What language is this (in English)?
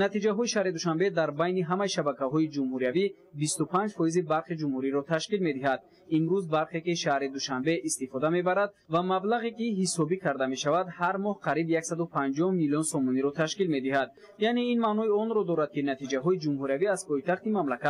Tajik